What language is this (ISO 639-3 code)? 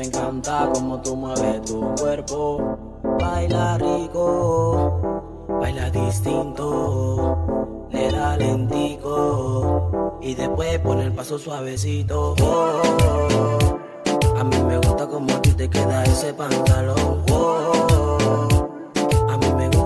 spa